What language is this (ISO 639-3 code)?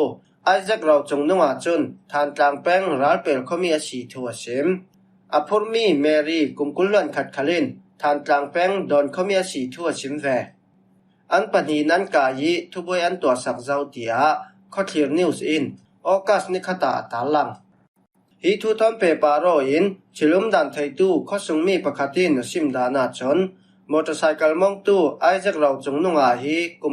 cfm